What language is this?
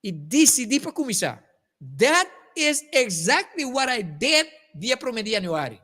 Papiamento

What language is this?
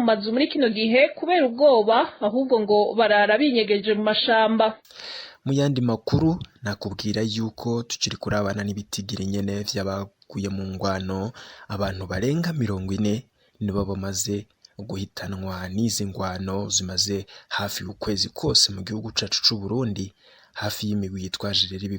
Rundi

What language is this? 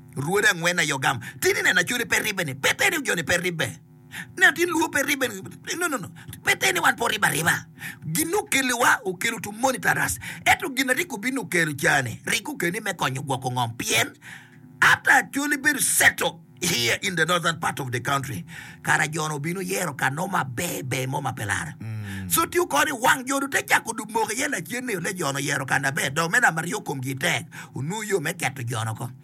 Acoli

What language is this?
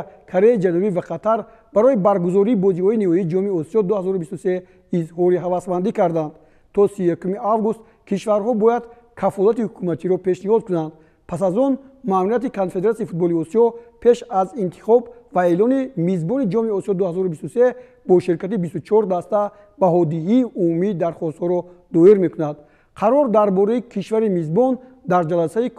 Tajik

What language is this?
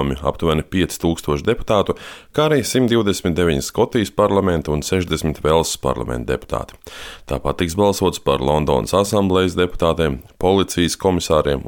Latvian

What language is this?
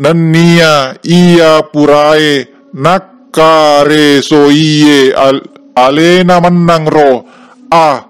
Buginese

